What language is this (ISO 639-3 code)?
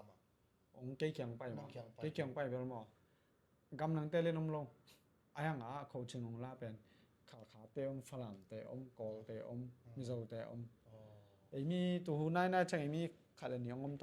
ctd